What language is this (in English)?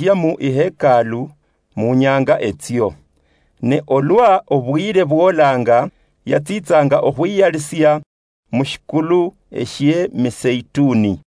Luyia